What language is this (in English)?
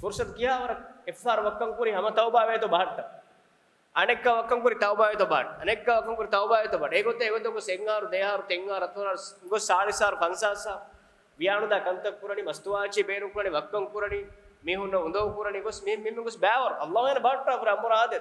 Divehi